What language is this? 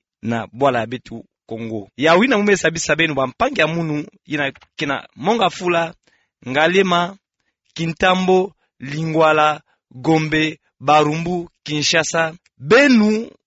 Kituba (Democratic Republic of Congo)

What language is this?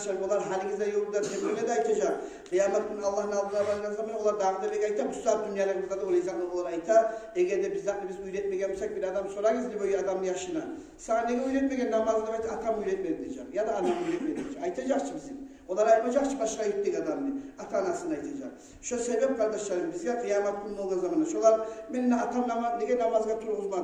Kumyk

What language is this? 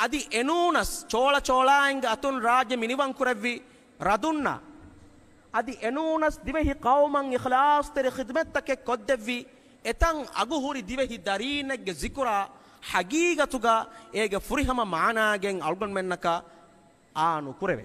Divehi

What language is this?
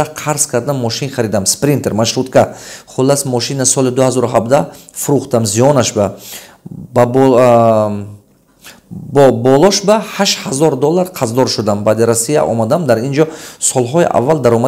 Tajik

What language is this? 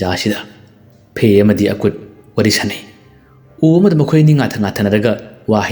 Manipuri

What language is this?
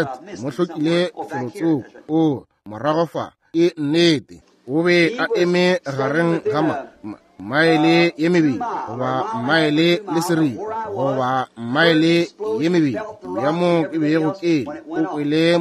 Northern Sotho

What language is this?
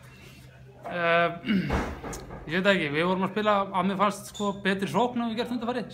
Icelandic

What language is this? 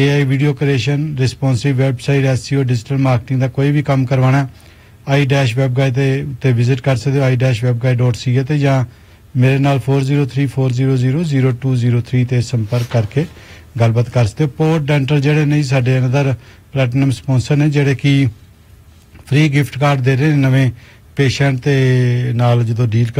Punjabi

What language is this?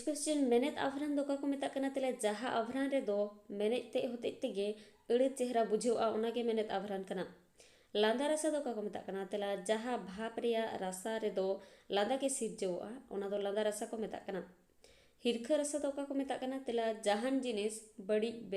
Santali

